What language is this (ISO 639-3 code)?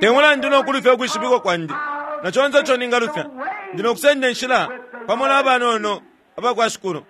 bem